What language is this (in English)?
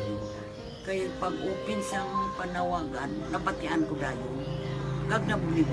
Hiligaynon